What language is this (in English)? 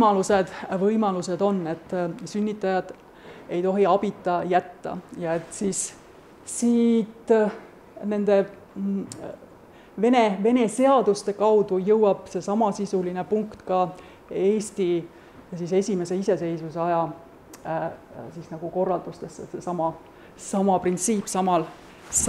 Estonian